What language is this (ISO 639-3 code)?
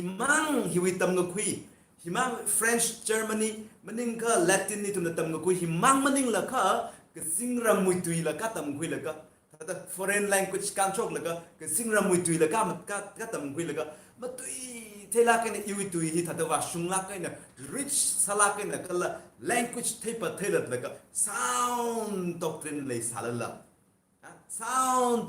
nmf